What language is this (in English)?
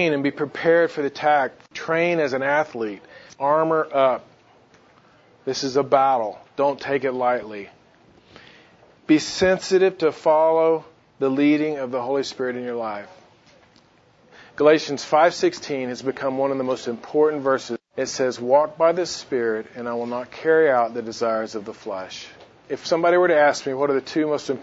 English